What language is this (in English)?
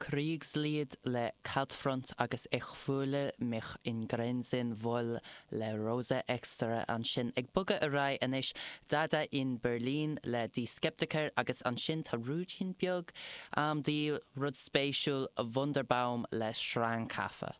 Irish